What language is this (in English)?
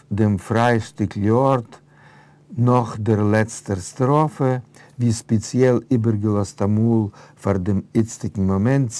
Yiddish